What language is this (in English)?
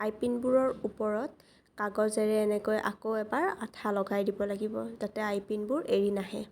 Assamese